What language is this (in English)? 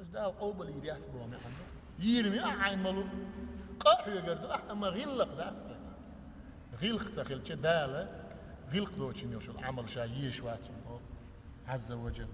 Chechen